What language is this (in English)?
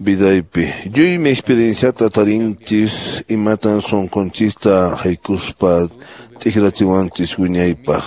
Quechua